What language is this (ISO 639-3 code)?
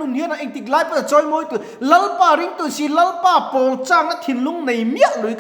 lus